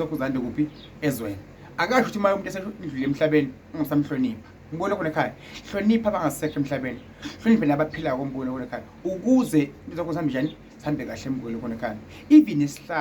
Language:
Zulu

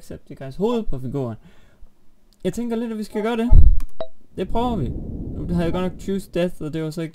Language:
Danish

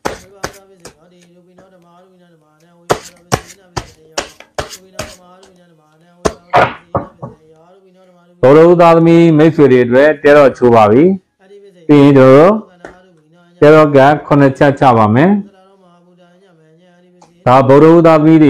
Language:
Burmese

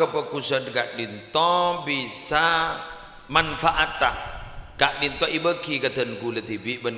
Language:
Madurese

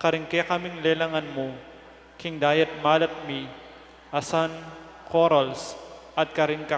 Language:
Pampanga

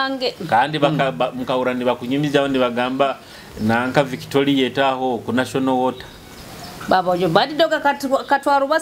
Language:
Nyoro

